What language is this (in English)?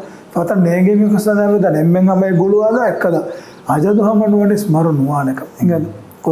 Divehi